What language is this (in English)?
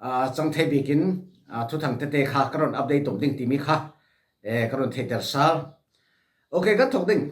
Falam Chin